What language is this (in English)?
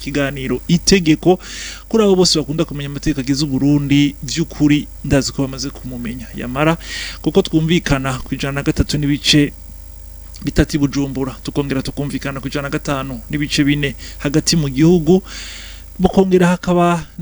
Rundi